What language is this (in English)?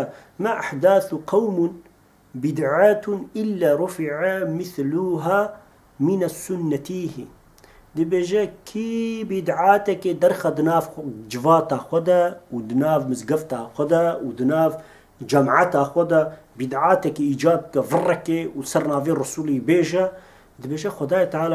Kurdish